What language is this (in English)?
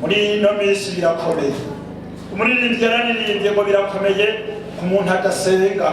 Rundi